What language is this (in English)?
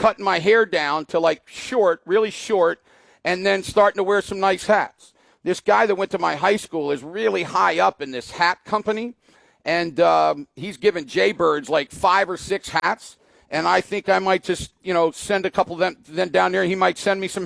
English